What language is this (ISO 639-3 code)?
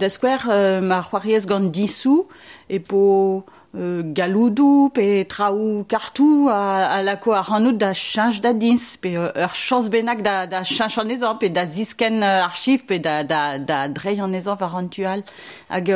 bre